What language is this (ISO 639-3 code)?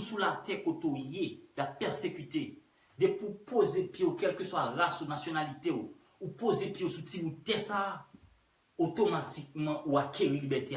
hat